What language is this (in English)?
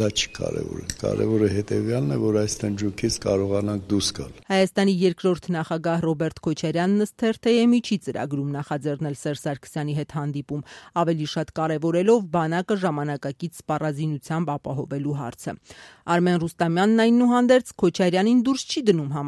Armenian